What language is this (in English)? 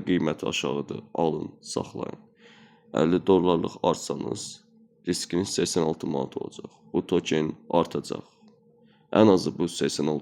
Azerbaijani